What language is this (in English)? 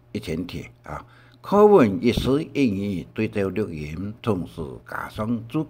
Hakka Chinese